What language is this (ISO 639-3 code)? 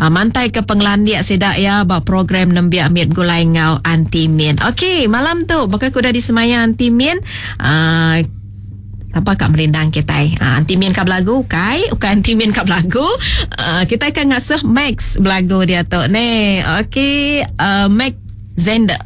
iba